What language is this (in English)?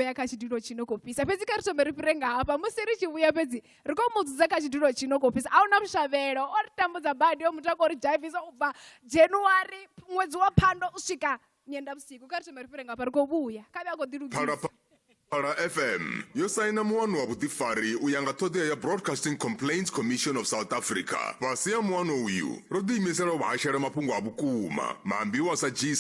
Venda